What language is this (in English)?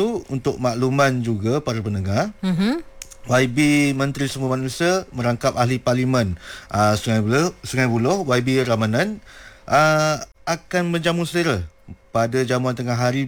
Malay